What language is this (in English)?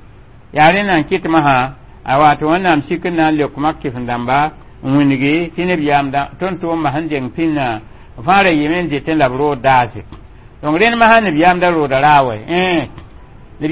Mossi